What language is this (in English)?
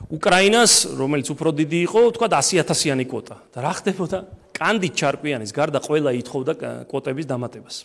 Georgian